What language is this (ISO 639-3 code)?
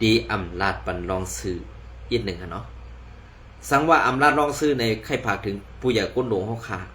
shn